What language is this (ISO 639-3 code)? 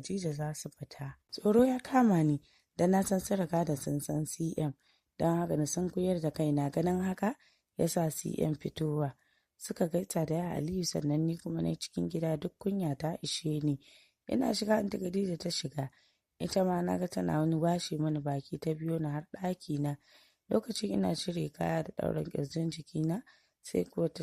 hau